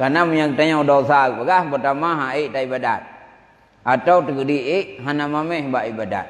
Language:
Achinese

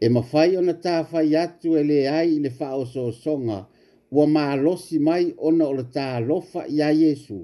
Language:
Samoan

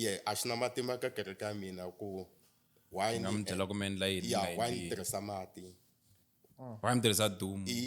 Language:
Tsonga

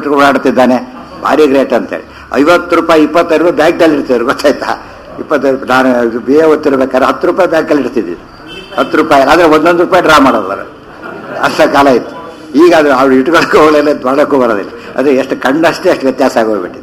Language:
Kannada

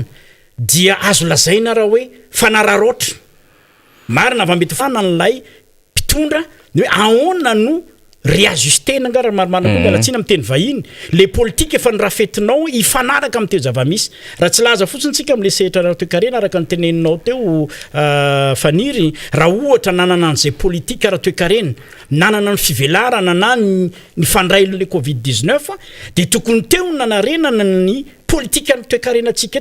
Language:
Malagasy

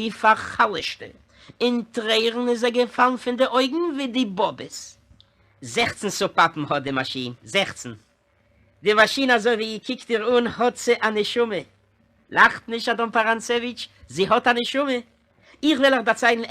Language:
Yiddish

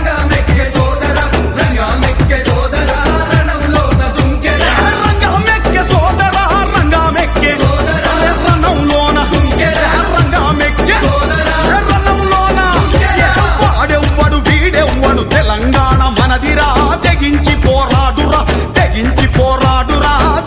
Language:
Telugu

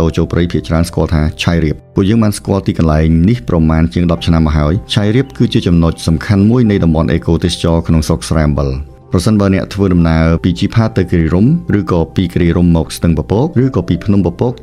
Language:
Khmer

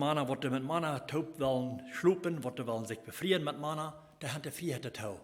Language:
Plautdietsch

